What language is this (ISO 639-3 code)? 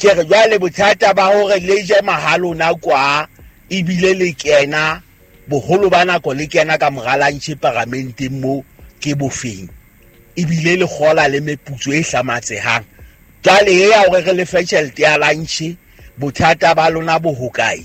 sot